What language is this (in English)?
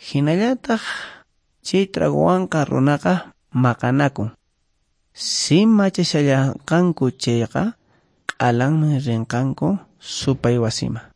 Quechua